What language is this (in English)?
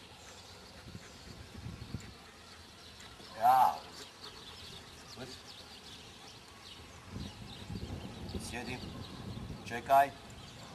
Croatian